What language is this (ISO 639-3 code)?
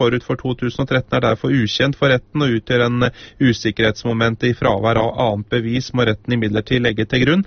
nor